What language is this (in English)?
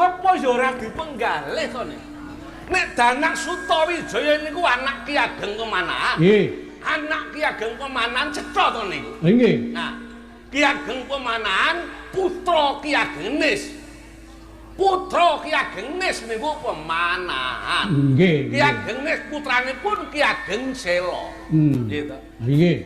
Javanese